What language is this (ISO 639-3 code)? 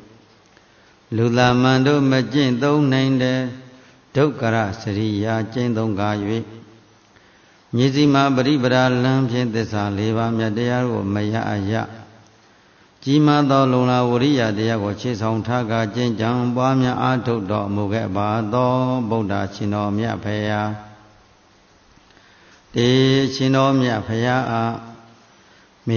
mya